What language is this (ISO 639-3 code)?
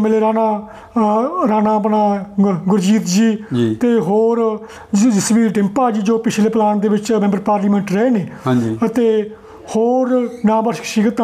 pan